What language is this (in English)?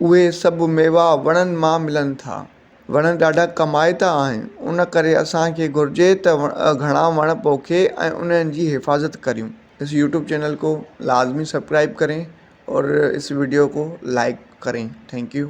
Sindhi